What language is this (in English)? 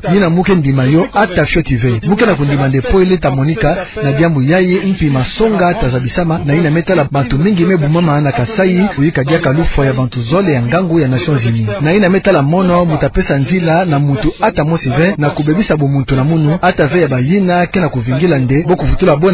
Kituba (Democratic Republic of Congo)